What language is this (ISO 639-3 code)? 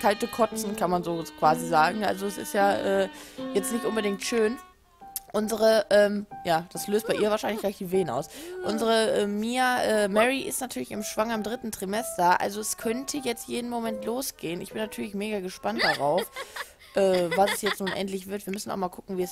deu